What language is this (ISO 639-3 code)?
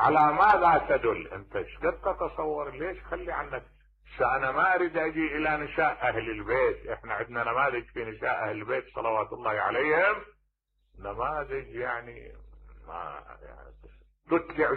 acm